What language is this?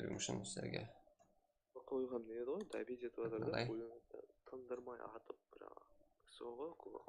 Kara-Kalpak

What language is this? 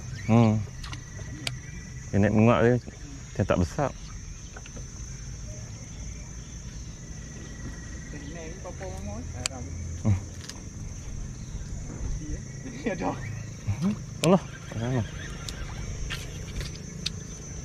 Malay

